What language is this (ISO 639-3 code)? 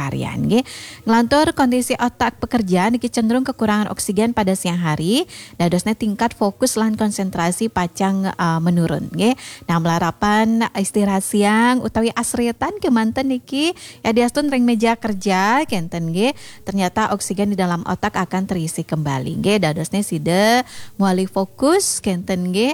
ban